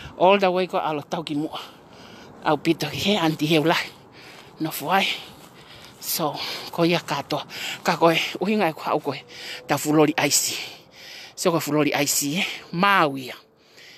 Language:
Tongan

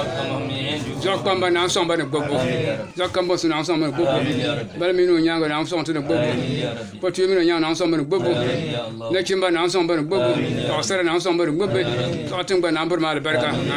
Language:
Dagbani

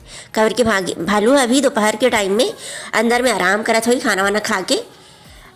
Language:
Chhattisgarhi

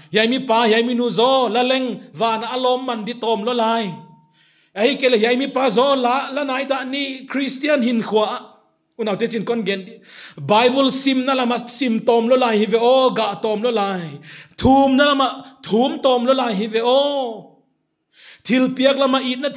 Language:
Paite Chin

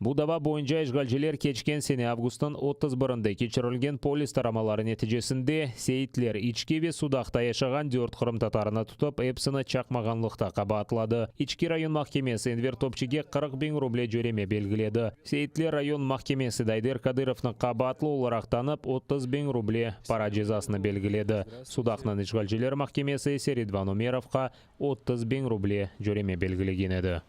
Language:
Crimean Tatar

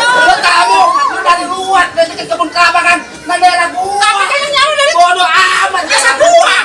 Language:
Betawi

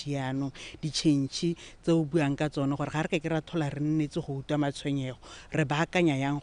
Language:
Tswana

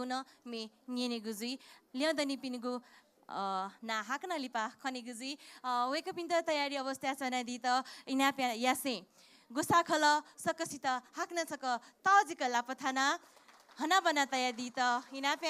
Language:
Newari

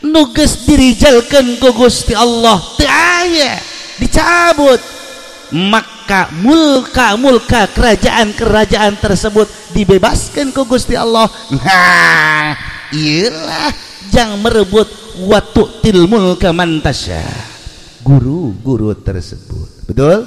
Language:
Sundanese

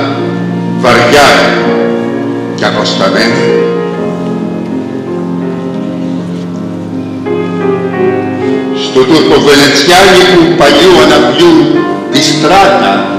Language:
Greek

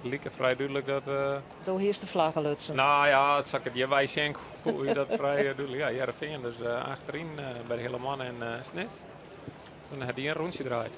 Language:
Western Frisian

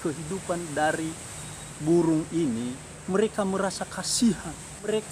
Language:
Nias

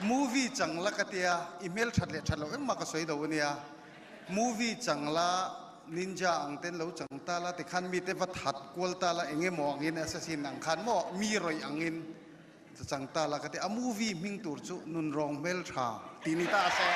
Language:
Mizo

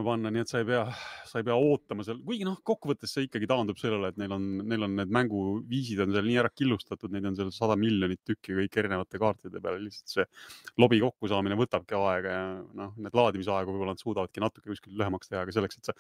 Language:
Estonian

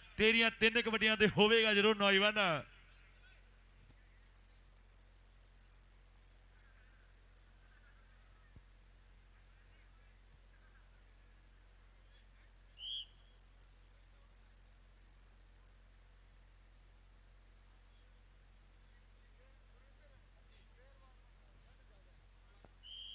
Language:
Punjabi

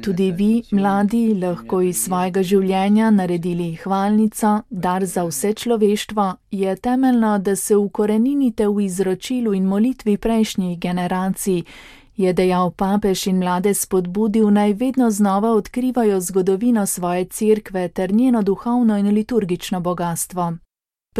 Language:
Slovenian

